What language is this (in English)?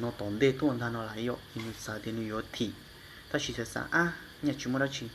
Hmong